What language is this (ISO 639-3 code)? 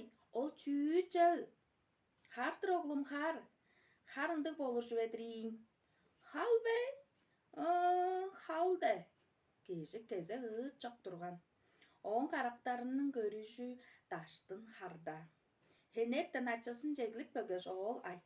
tyv